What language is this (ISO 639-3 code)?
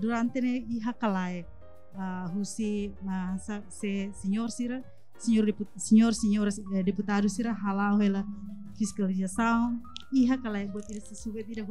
tet